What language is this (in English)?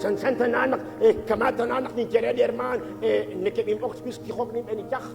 Kekchí